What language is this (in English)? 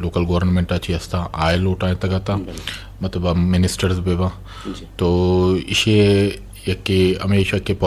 Eastern Balochi